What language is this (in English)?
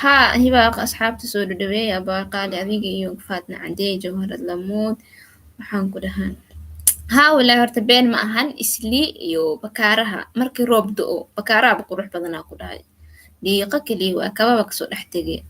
Somali